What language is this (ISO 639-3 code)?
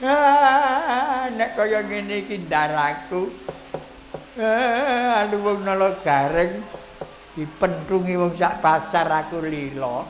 jav